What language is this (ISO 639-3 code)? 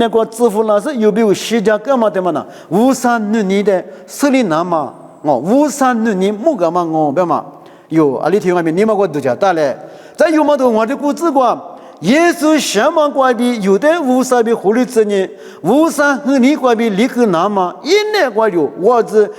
lis